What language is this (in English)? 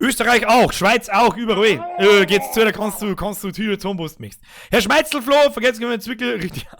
Bavarian